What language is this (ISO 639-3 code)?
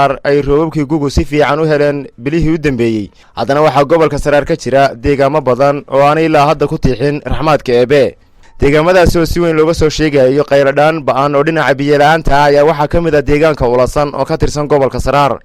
som